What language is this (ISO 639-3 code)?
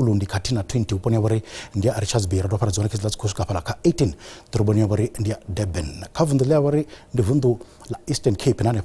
ven